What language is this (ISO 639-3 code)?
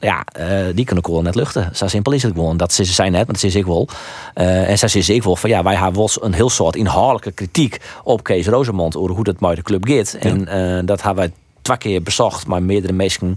fry